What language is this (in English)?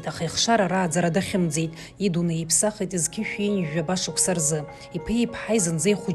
Abkhazian